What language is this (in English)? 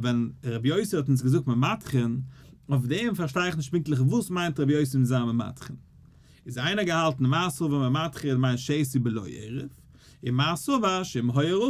Yiddish